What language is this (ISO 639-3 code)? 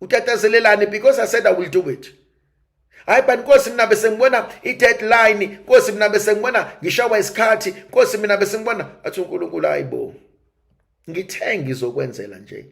zul